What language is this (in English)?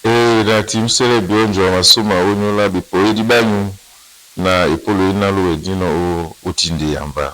Duala